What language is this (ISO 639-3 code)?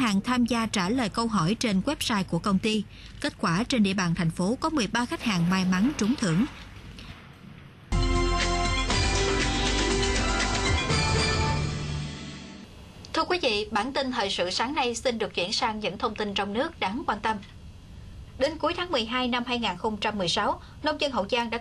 vie